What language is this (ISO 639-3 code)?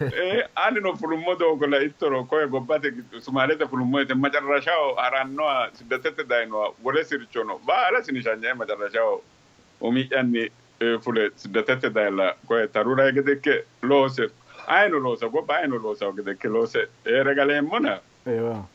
sid